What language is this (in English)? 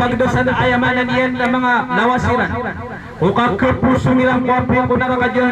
Maranao